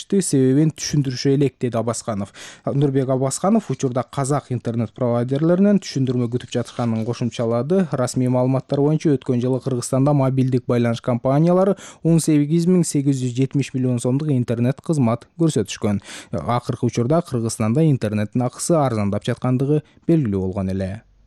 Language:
Kyrgyz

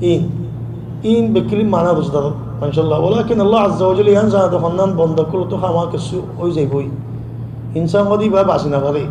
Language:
Rohingya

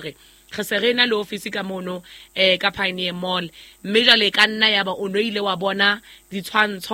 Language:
Southern Sotho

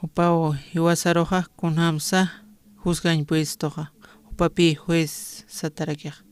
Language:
Aymara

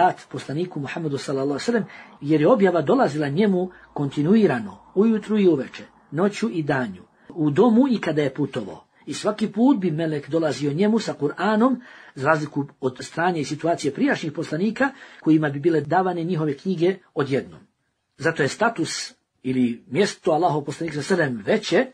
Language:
Bosnian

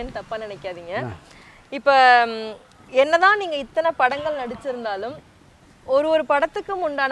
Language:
Tamil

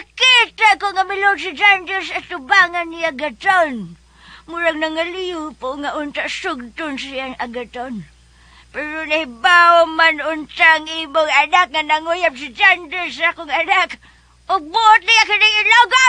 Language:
Cebuano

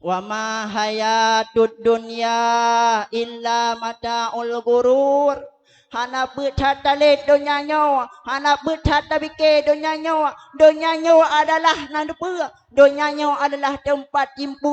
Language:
Achinese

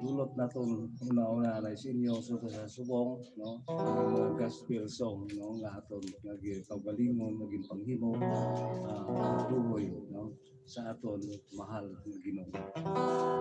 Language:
Hiligaynon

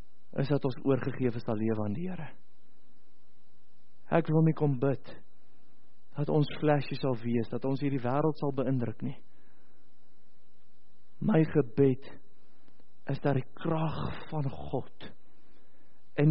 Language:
Afrikaans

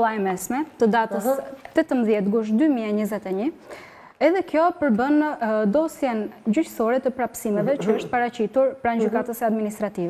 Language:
Albanian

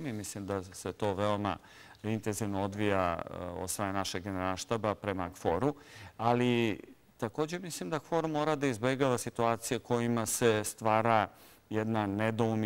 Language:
Serbian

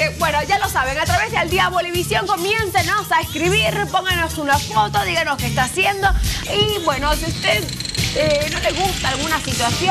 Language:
Spanish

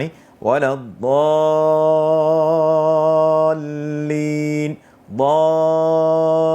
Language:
Divehi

